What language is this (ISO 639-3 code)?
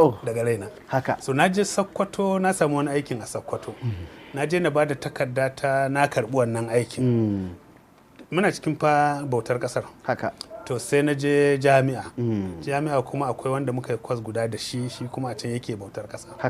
hau